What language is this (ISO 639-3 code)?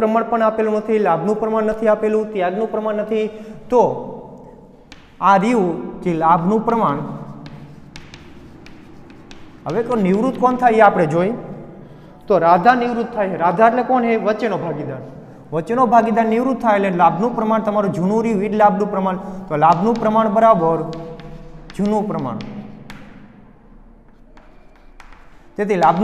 guj